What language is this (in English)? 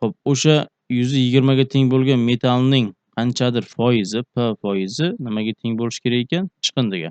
Uzbek